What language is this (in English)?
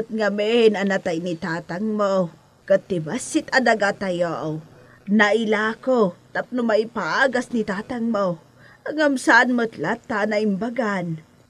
Iloko